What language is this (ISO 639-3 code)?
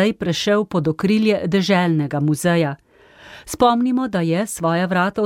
slv